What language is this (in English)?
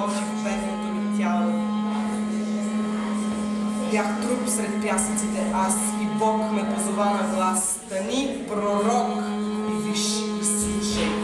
Bulgarian